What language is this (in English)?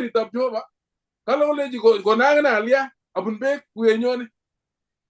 Kalenjin